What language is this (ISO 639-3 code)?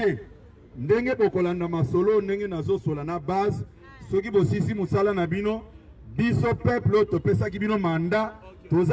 lin